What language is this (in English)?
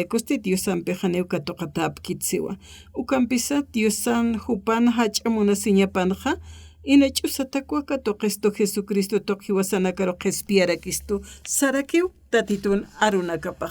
Aymara